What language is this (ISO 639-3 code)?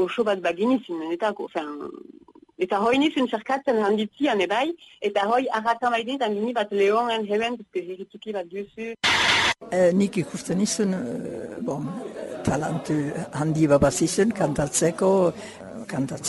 eus